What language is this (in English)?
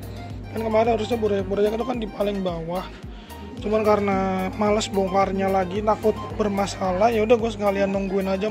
Indonesian